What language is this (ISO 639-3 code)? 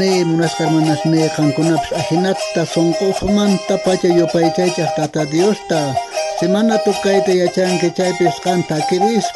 quh